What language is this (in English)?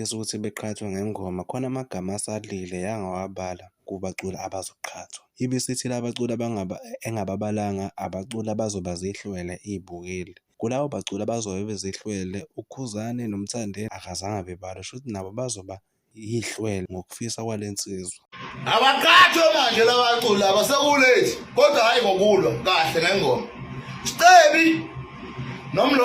Zulu